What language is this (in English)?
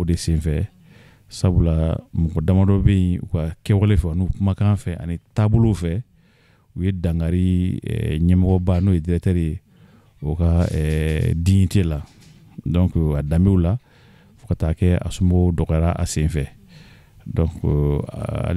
Bambara